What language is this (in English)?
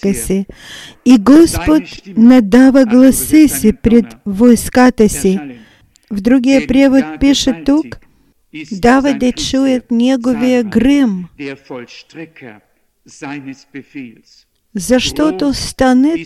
Bulgarian